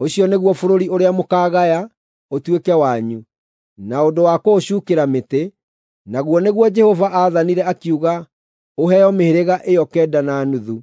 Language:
Kikuyu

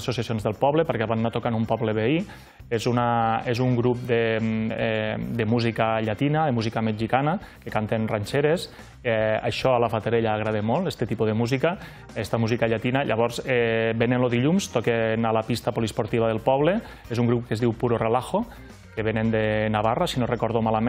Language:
Catalan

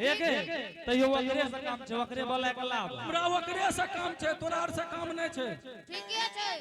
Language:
Angika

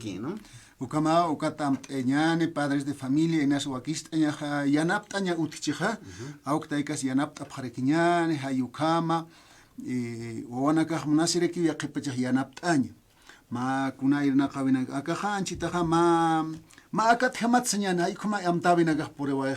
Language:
Aymara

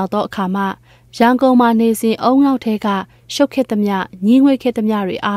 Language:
Burmese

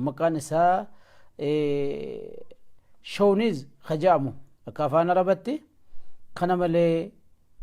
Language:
Oromo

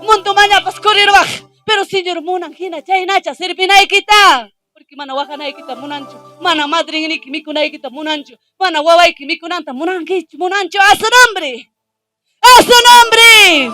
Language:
Ayacucho Quechua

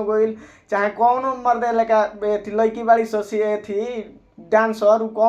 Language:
Bhojpuri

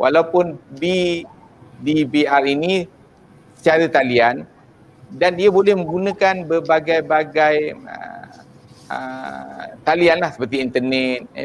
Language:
Malay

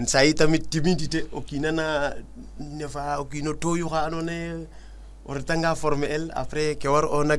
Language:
Serer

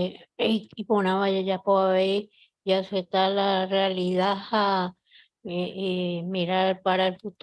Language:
Guarani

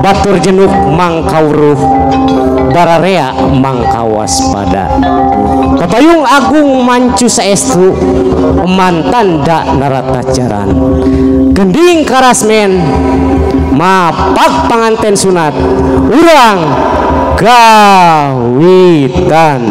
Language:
Sundanese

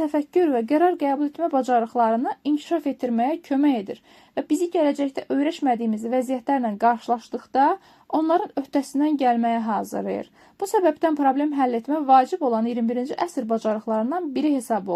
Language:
Azerbaijani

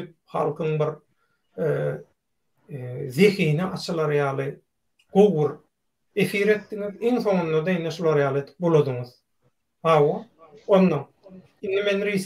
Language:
Turkmen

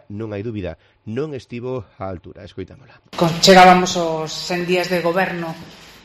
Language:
Galician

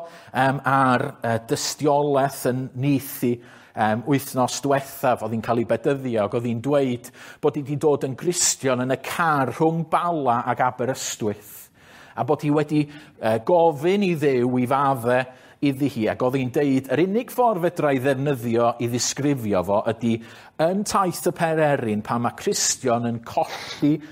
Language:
Welsh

